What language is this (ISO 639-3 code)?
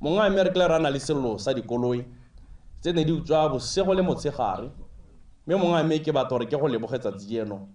tsn